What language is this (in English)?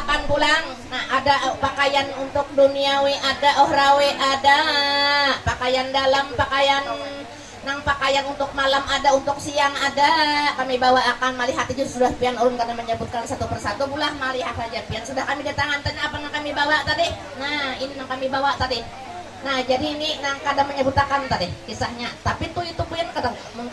Banjar